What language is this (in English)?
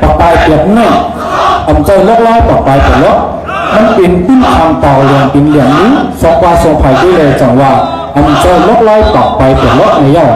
Shan